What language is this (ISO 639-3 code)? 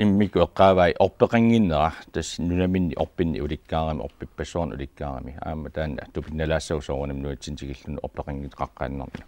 kal